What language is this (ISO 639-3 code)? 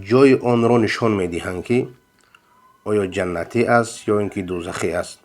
fas